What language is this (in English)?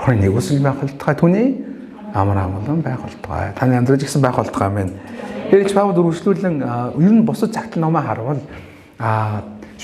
Mongolian